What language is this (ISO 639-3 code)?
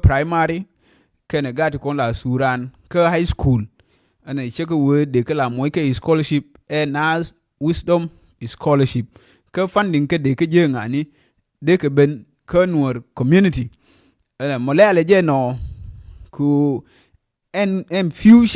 nus